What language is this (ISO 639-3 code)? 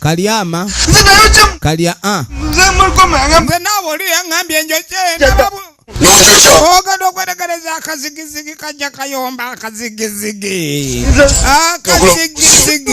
lug